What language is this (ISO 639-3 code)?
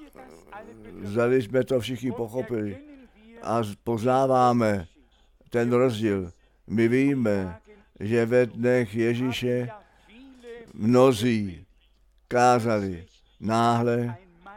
ces